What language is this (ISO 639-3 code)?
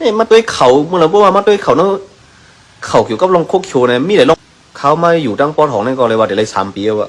shn